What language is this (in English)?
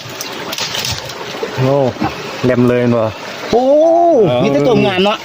Northeastern Thai